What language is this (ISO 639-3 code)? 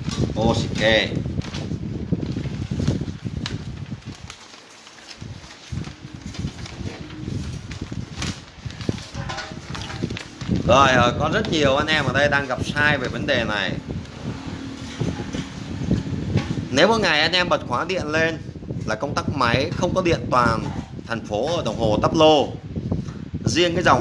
vie